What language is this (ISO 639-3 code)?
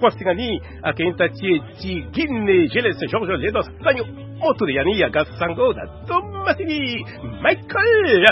sag